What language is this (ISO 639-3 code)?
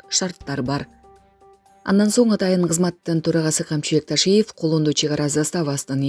kir